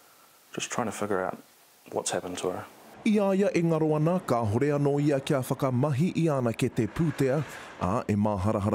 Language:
Māori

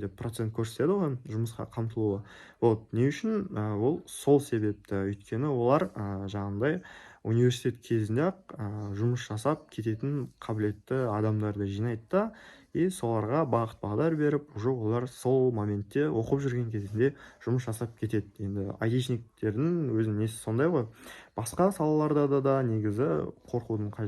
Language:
Kazakh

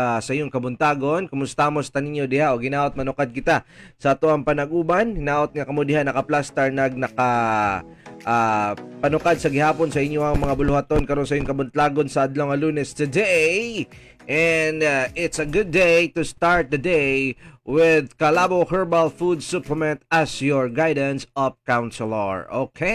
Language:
Cebuano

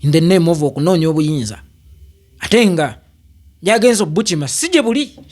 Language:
Ganda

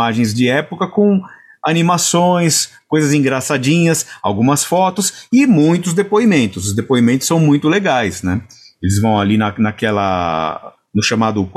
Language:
Portuguese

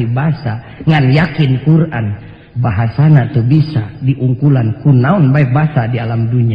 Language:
Sundanese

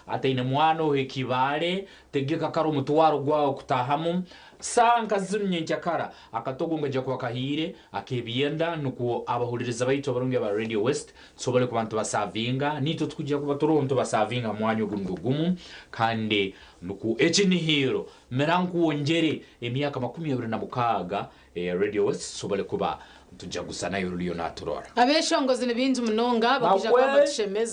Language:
Nyankole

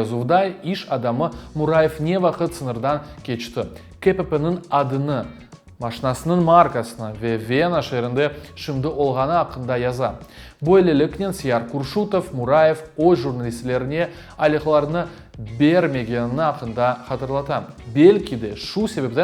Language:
Crimean Tatar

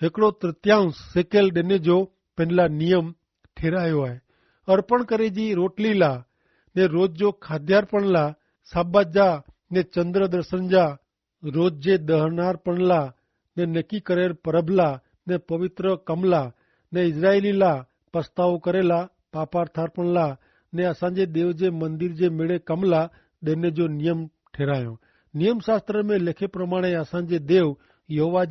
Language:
Kachhi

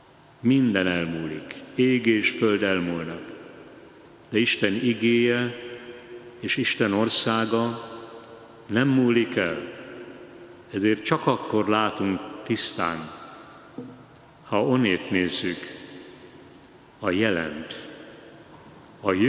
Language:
Hungarian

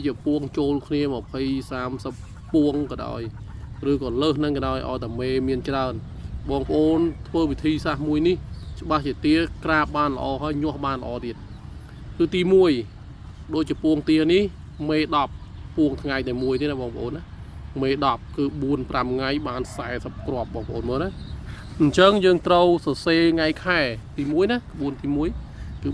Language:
Khmer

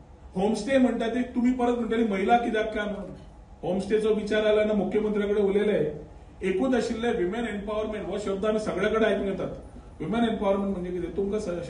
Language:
Konkani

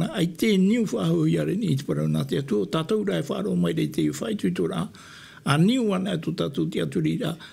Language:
Tahitian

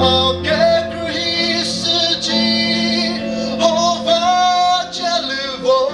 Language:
Chokri Naga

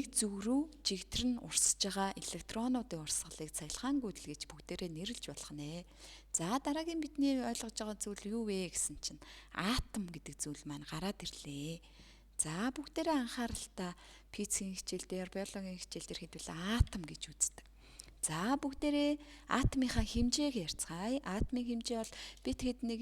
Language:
Mongolian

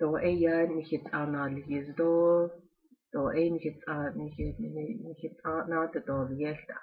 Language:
Navajo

